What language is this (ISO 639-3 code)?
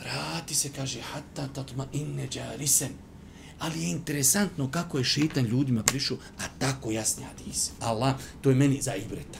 bos